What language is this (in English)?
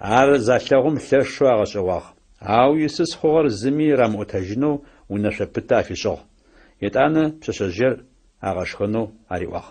Adyghe